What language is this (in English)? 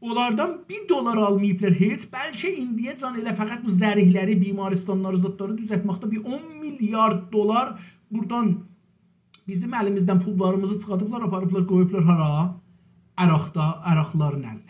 South Azerbaijani